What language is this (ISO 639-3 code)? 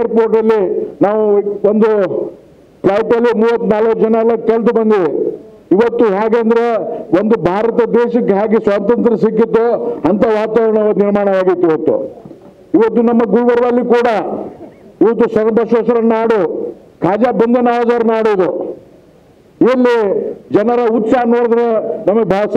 kan